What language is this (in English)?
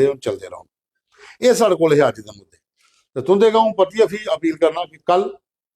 Dogri